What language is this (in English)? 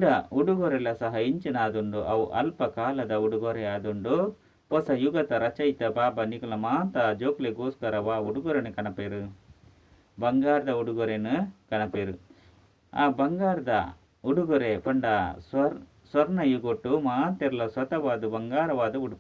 Tulu